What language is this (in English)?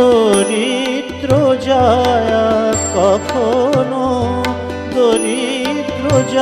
Bangla